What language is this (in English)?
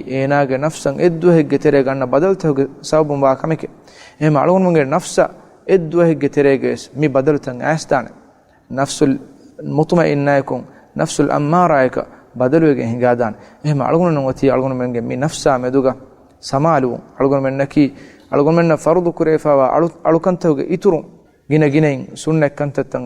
Divehi